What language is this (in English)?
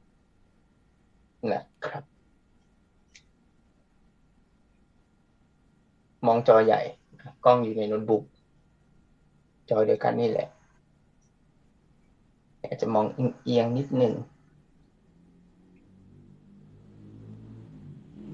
Thai